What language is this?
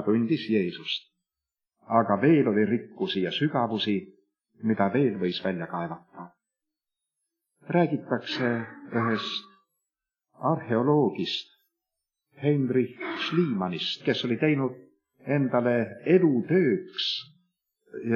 Estonian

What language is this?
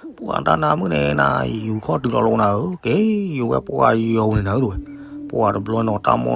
S'gaw Karen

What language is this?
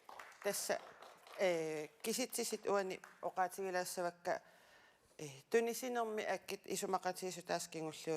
Kalaallisut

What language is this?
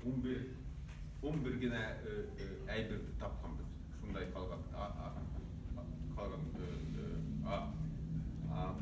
Bashkir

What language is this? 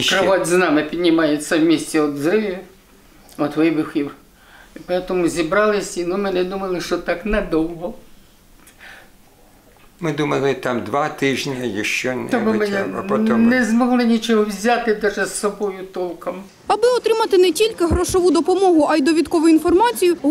Ukrainian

